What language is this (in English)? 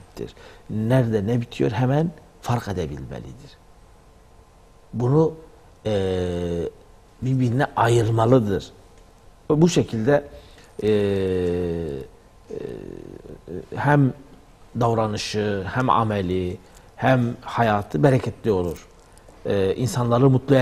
Turkish